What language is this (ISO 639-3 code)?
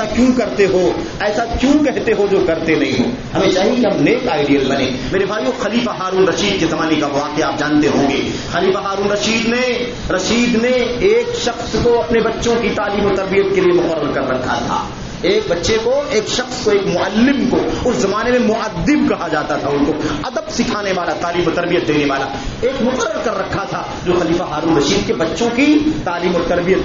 urd